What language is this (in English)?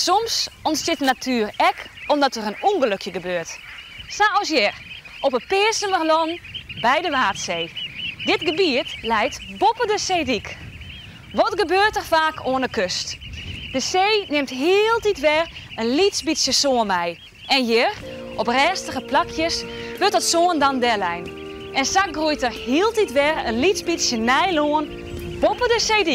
Western Frisian